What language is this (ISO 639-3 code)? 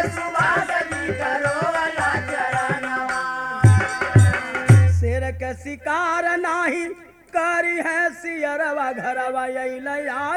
bho